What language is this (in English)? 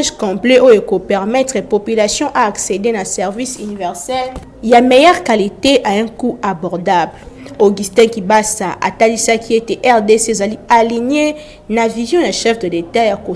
Lingala